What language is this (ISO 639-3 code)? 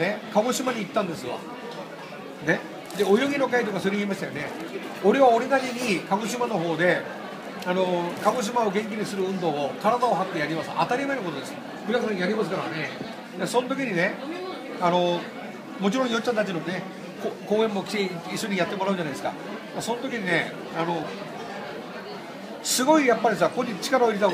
jpn